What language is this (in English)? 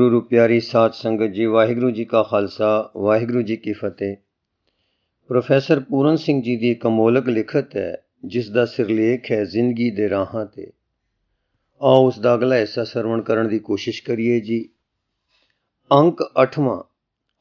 Punjabi